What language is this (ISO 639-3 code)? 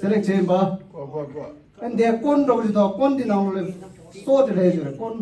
bod